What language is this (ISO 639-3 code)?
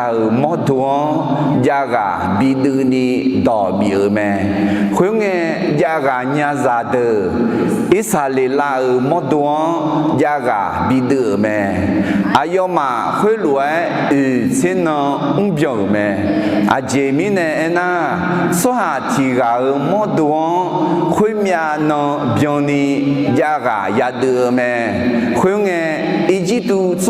ahk